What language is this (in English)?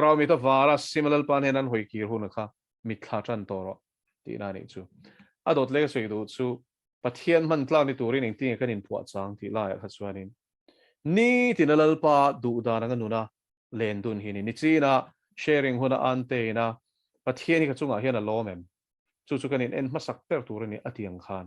Mizo